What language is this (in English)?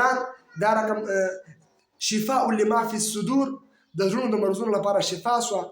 Pashto